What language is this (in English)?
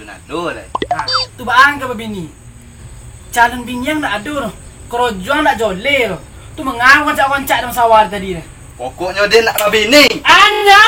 Minangkabau